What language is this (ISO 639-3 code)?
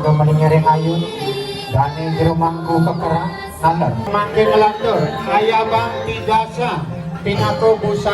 ban